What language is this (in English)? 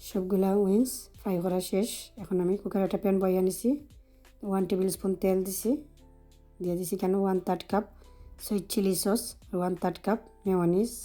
Sylheti